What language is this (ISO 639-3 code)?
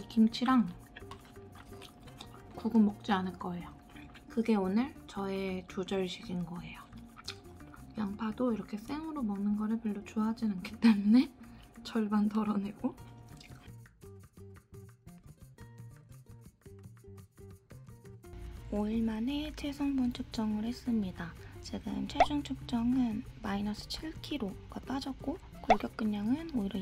kor